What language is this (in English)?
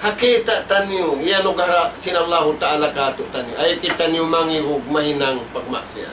Tausug